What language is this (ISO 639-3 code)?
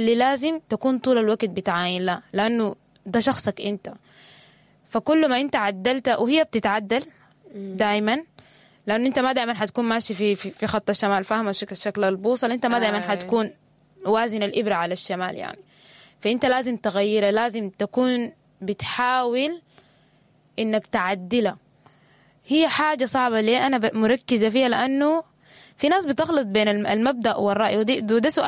apd